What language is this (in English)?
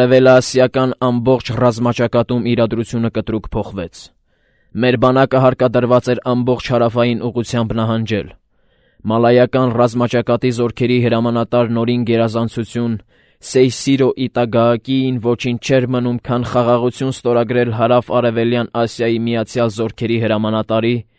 Armenian